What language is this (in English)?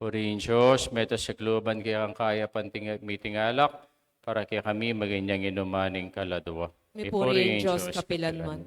Pampanga